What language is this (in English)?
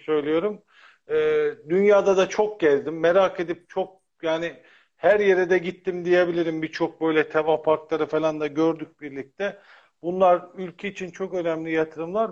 Turkish